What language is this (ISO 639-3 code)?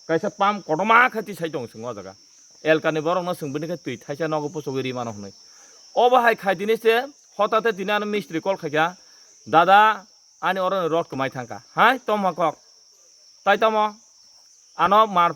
trp